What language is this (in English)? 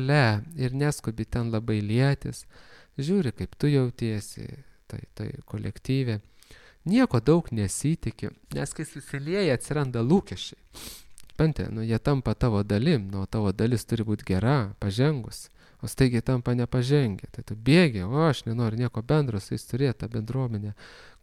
Lithuanian